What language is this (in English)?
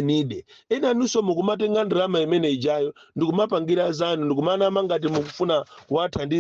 Nyanja